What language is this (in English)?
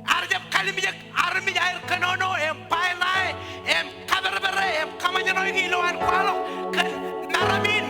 Marshallese